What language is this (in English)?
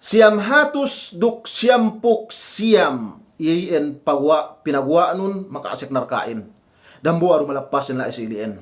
Yakan